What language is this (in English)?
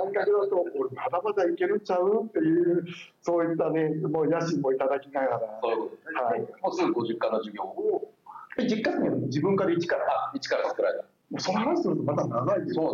Japanese